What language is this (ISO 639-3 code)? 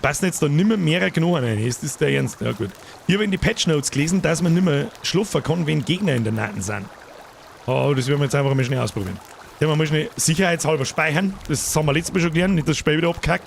bar